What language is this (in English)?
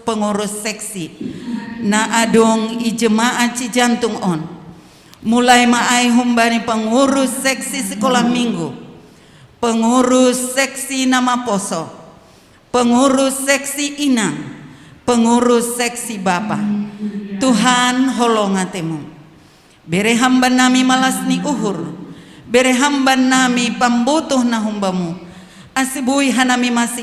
Batak Simalungun